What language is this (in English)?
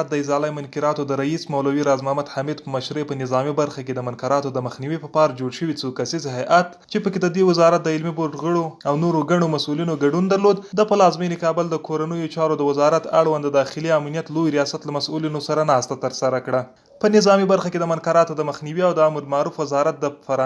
Pashto